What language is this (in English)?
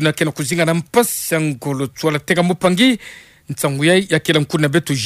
Kituba (Democratic Republic of Congo)